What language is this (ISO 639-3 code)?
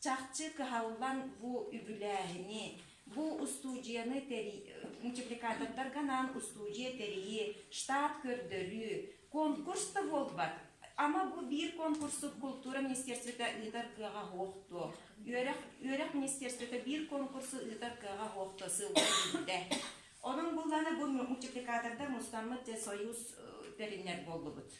sah